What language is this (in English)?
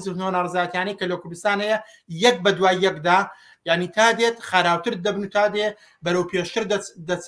Central Kurdish